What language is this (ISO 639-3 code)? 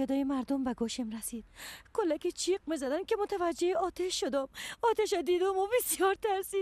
fas